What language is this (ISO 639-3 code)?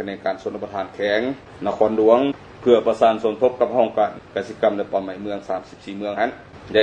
lao